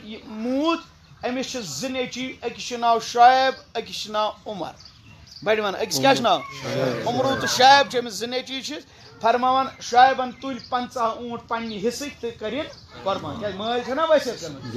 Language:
Kashmiri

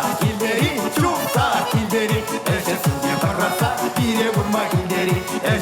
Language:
Chuvash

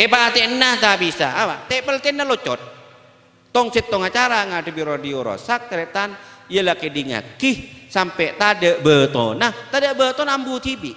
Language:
Madurese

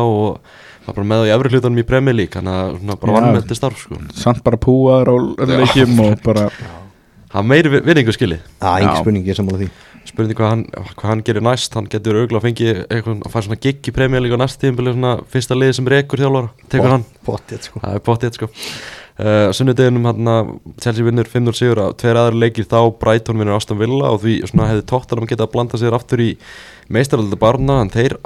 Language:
Icelandic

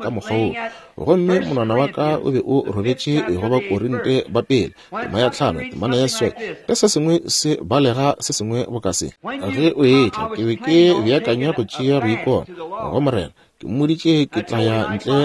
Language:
Northern Sotho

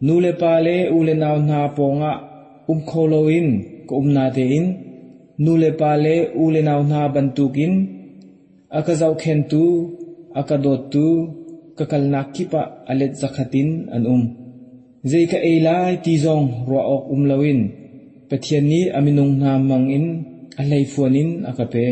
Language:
Hakha Chin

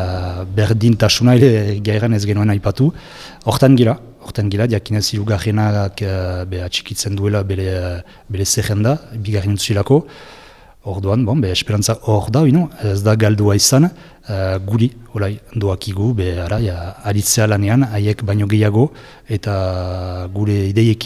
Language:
Basque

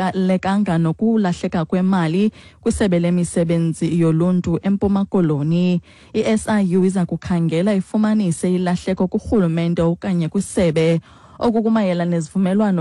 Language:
Xhosa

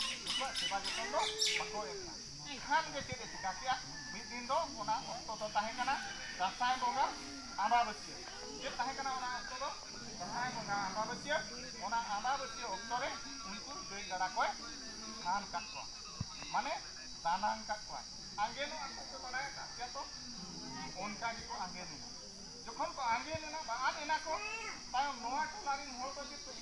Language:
Santali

